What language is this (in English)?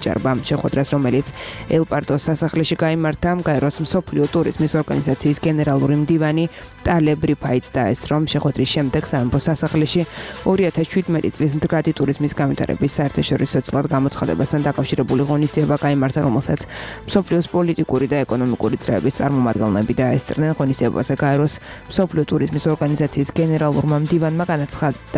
Georgian